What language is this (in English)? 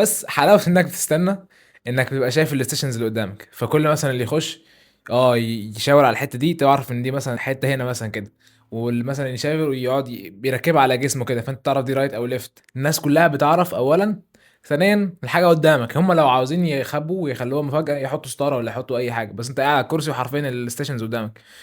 Egyptian Arabic